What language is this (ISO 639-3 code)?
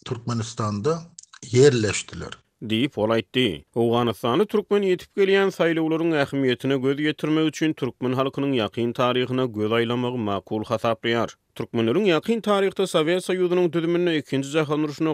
tuk